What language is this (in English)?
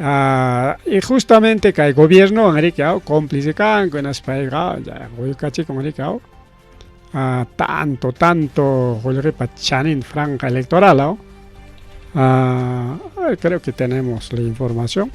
Ayacucho Quechua